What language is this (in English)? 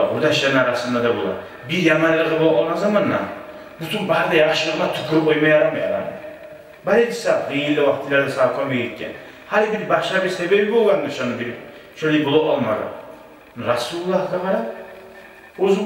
Kumyk